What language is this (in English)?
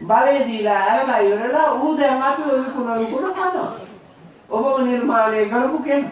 Sinhala